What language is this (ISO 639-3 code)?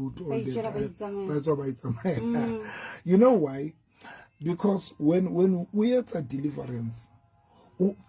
sot